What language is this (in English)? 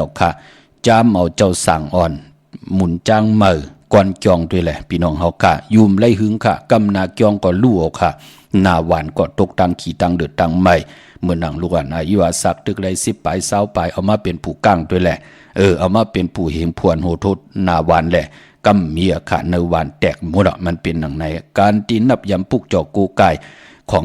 Shan